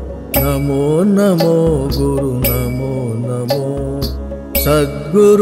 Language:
Kannada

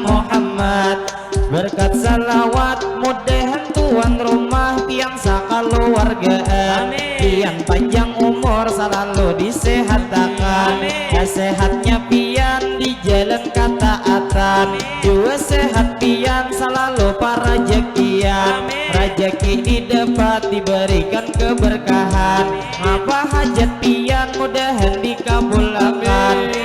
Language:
Banjar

